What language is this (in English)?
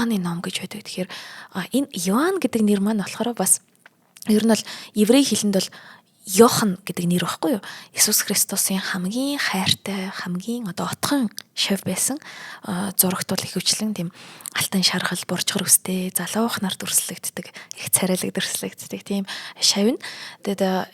Mongolian